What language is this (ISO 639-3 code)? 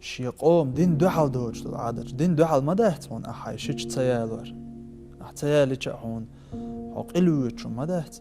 che